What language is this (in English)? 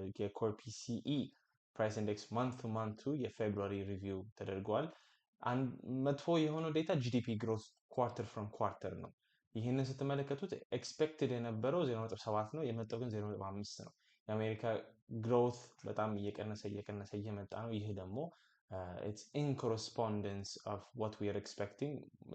Amharic